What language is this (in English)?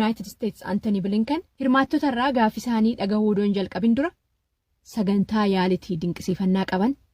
Oromo